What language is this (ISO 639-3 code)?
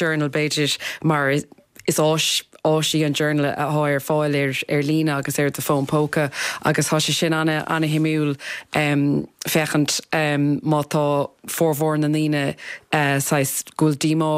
gle